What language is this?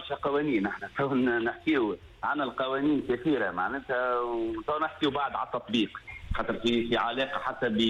Tunisian Arabic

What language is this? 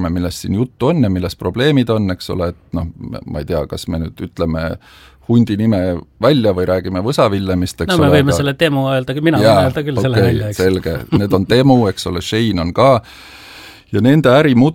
Estonian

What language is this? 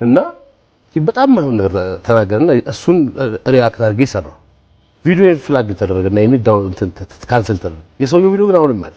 Amharic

